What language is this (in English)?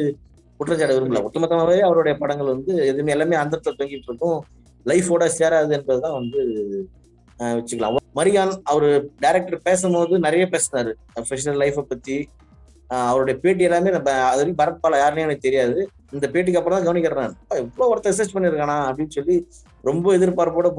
Tamil